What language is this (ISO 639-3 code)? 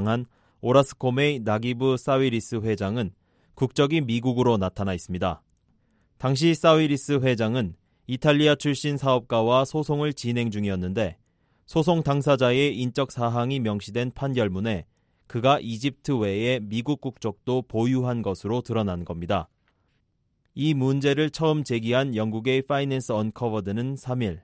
kor